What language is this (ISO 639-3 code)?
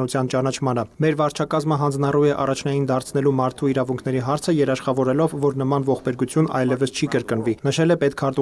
hye